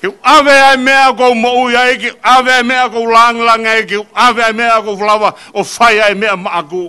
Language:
Tongan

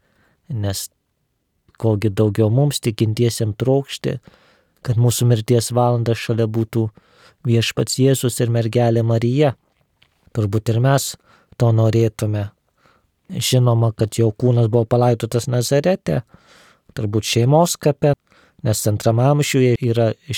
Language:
Lithuanian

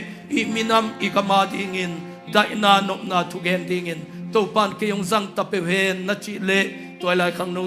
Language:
Tedim Chin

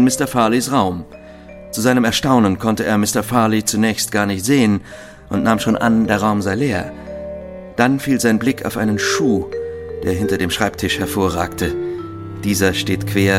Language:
German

